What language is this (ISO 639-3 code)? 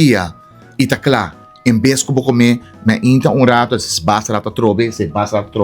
pap